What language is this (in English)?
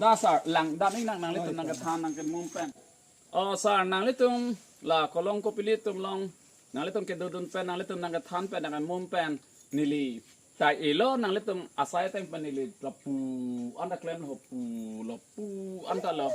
Karbi